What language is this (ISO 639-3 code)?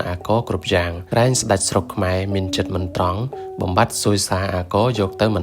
khm